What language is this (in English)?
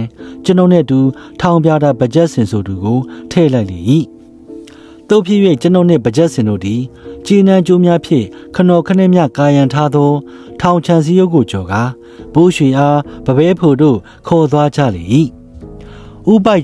Burmese